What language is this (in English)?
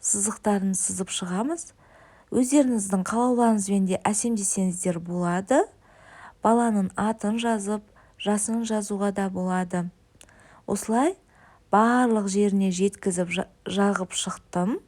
Kazakh